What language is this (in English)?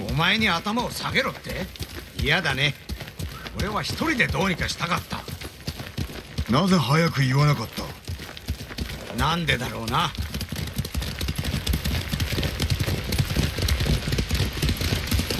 Japanese